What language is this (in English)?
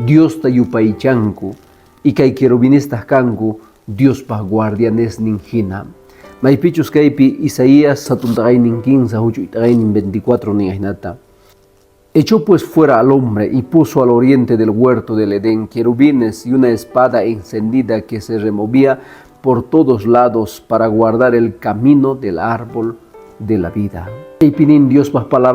Quechua